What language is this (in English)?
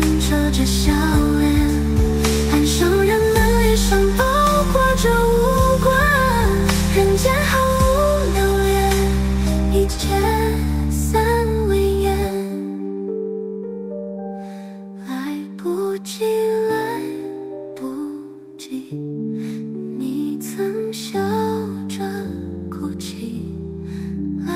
Chinese